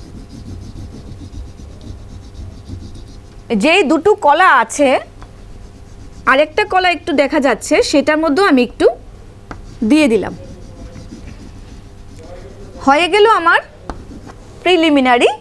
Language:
Bangla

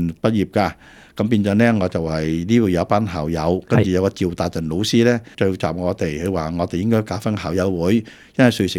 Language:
Cantonese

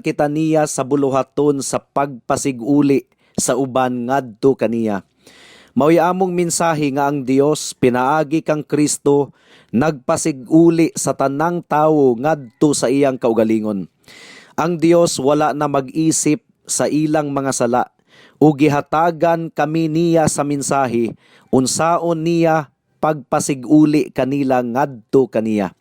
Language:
Cebuano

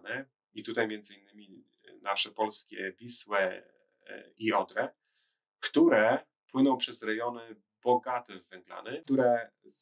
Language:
Polish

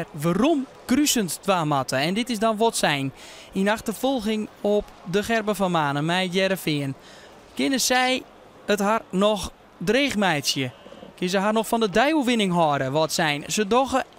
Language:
Western Frisian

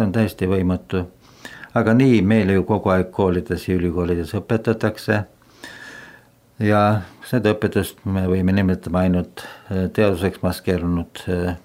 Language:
Estonian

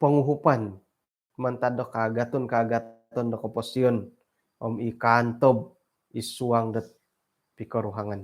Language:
Central Dusun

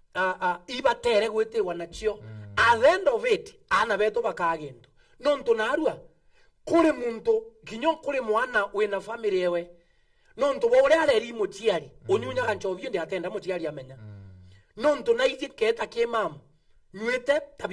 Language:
Meru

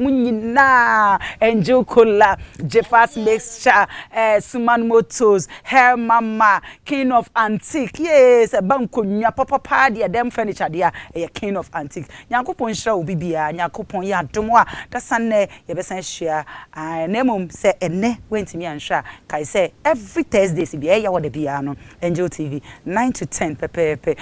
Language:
Akan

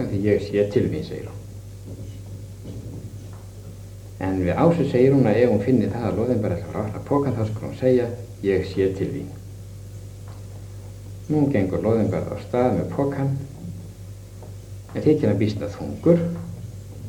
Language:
Icelandic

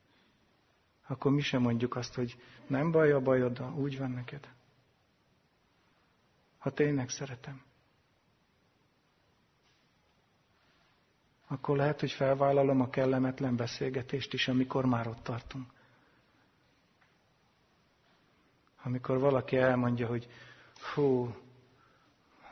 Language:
Hungarian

